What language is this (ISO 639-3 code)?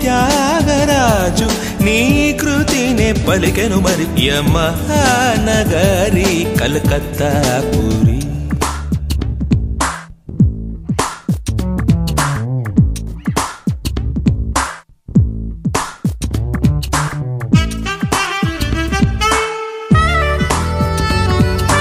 tel